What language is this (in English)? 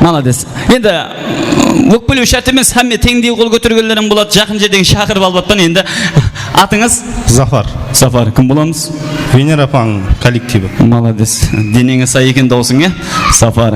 Kara-Kalpak